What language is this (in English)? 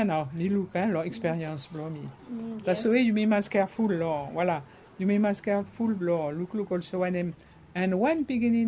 Bislama